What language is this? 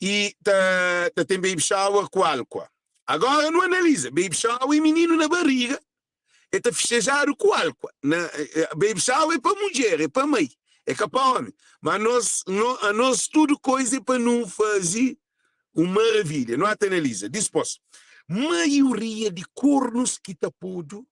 Kabuverdianu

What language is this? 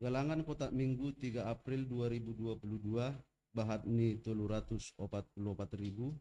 Batak Simalungun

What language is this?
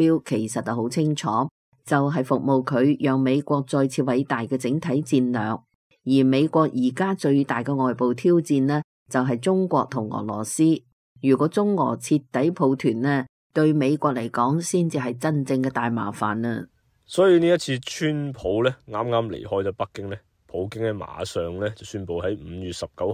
Cantonese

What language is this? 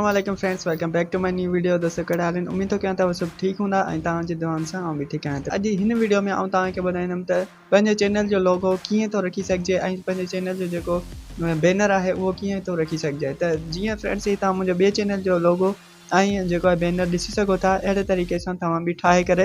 Sindhi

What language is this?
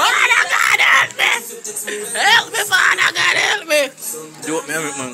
Jamaican Creole English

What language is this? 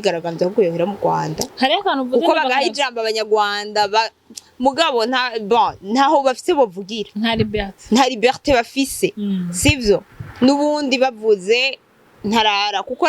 Rundi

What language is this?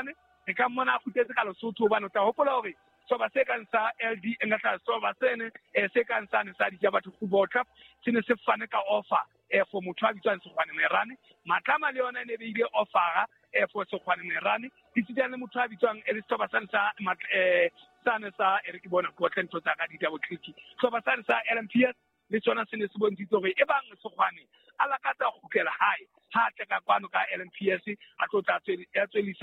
Southern Sotho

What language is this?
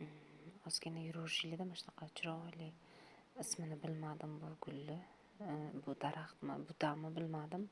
Uzbek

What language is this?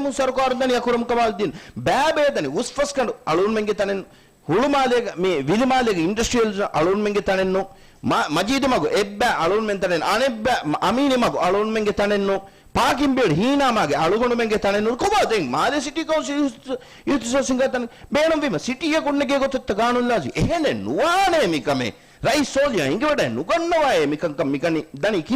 Divehi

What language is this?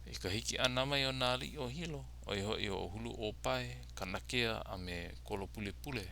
Hawaiian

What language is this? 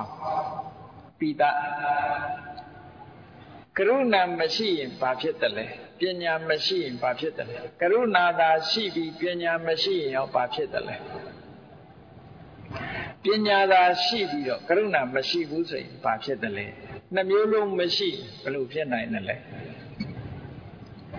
Burmese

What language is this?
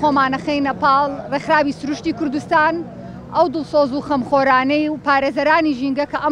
Central Kurdish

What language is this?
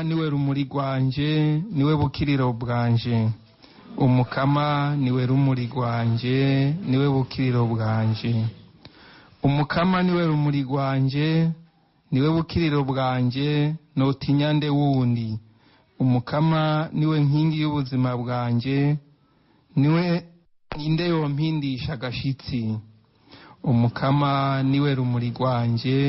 Rundi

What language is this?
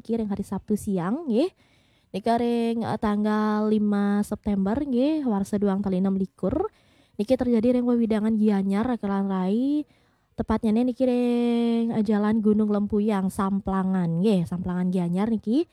Balinese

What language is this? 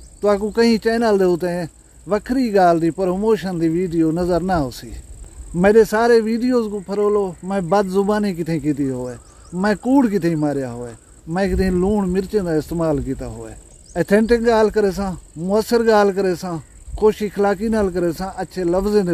Saraiki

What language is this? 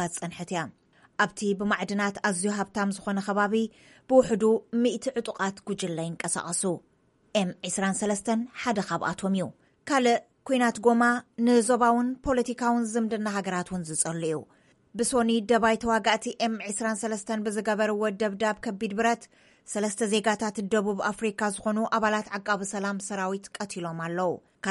Tigrinya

